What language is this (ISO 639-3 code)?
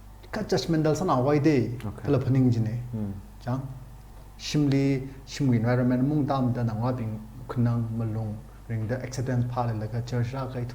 nmf